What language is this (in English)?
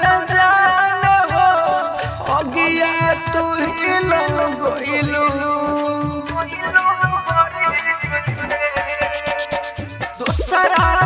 Bhojpuri